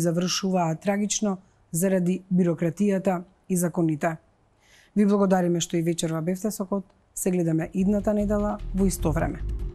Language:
Macedonian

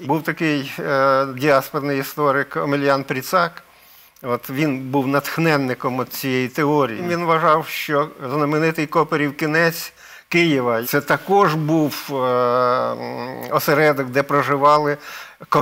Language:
Ukrainian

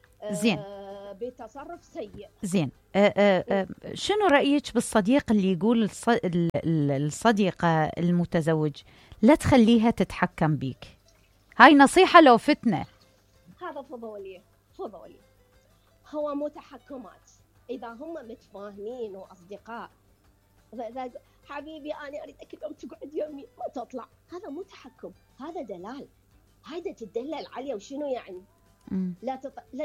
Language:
Mesopotamian Arabic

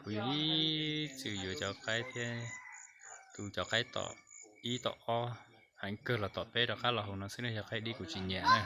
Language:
Hmong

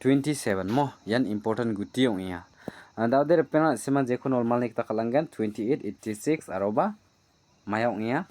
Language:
Garo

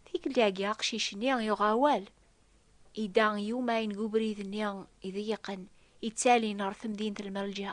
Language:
Kabyle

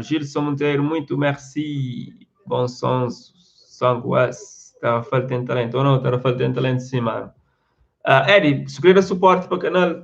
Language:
Kabuverdianu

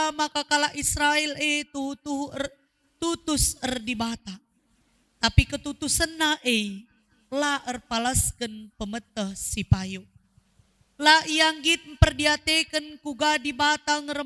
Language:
Batak Karo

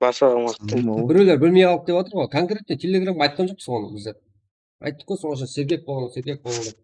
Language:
Kara-Kalpak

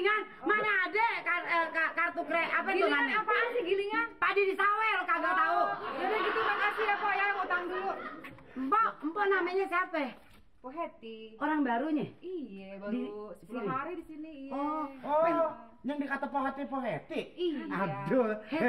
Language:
Betawi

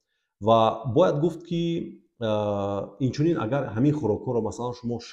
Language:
Tajik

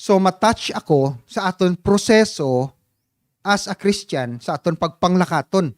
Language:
Hiligaynon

